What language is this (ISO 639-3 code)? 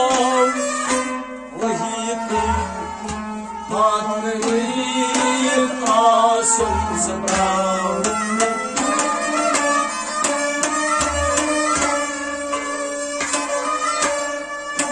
kas